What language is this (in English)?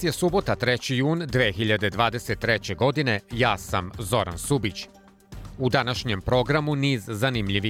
Serbian